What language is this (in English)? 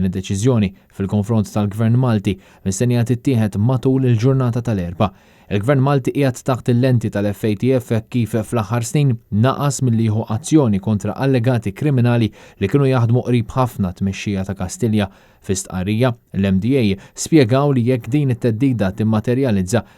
Maltese